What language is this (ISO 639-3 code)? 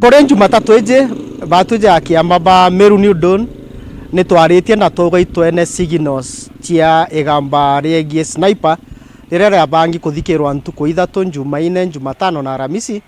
mer